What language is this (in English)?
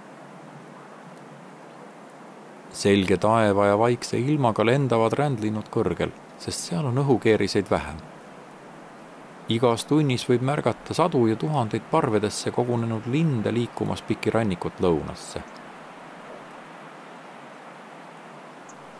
Estonian